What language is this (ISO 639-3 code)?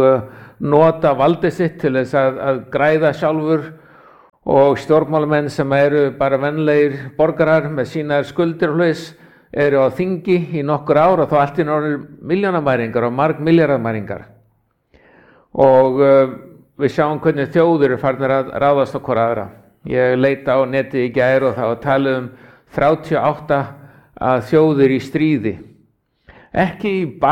isl